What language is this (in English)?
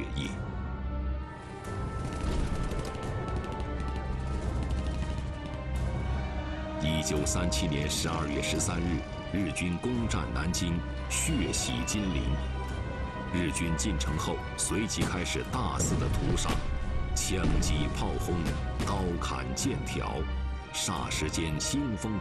Chinese